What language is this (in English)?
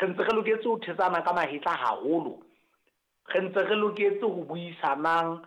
Southern Sotho